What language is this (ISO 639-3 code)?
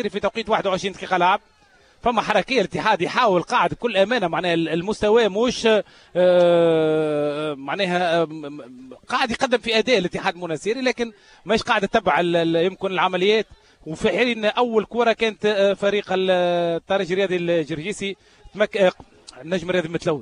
aeb